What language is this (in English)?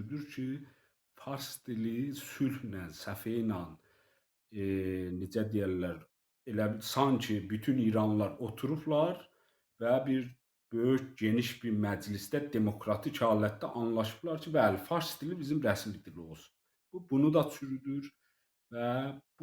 South Azerbaijani